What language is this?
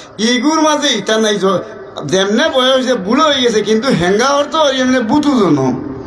Sylheti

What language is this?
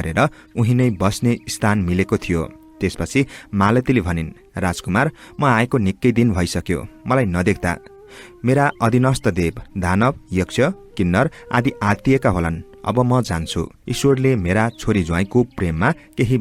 Nepali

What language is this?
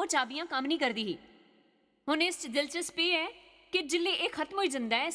Dogri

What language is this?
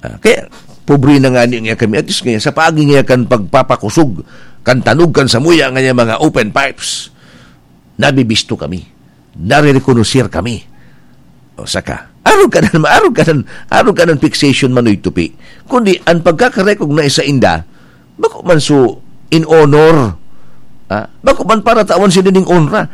Bikol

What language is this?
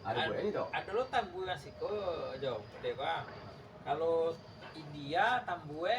Minangkabau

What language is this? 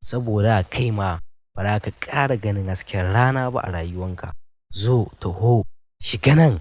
Hausa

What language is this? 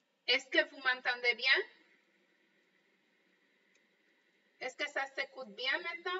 French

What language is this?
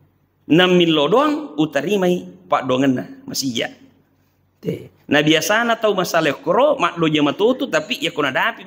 Buginese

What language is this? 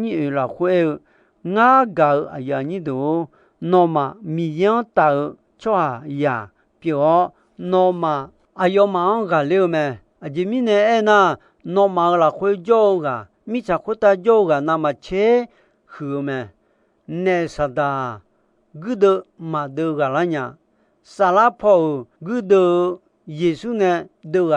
Akha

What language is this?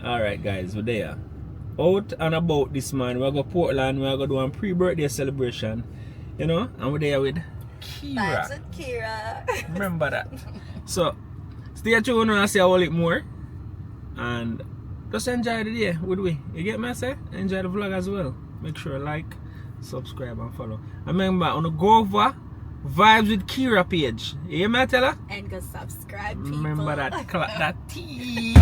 Jamaican Creole English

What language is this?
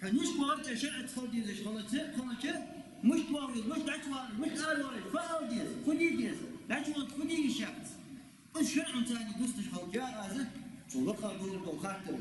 Ingush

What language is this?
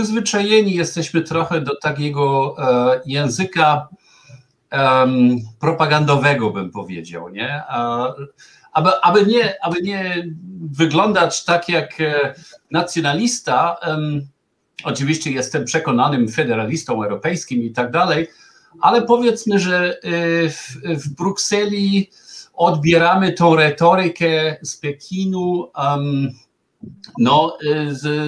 Polish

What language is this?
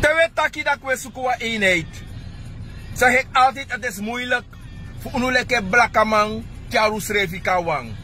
Sranan Tongo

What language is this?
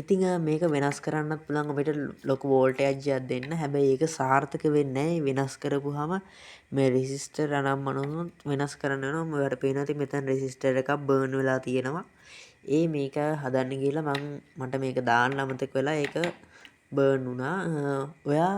Sinhala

